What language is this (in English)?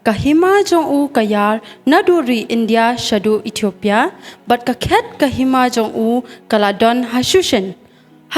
Khasi